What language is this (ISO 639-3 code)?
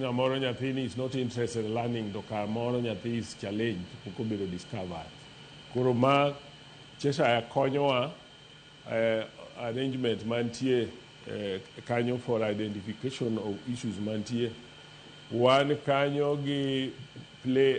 luo